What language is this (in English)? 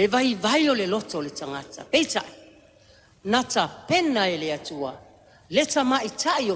Samoan